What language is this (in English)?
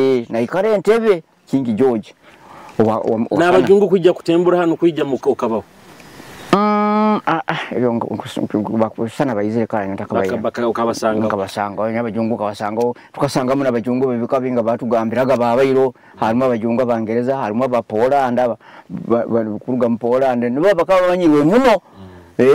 Nyoro